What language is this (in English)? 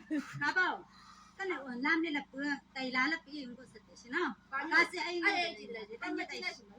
Chang Naga